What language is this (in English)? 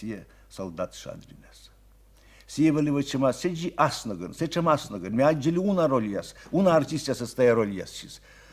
Komi